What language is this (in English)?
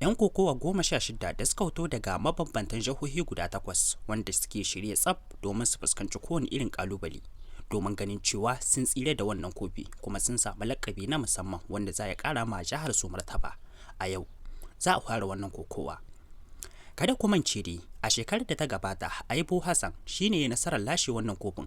Hausa